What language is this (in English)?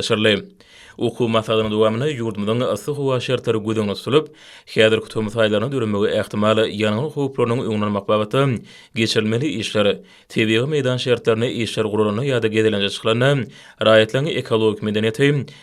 Turkmen